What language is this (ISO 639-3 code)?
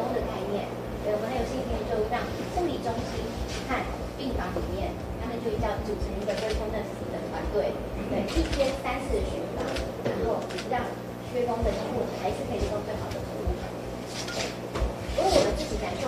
zho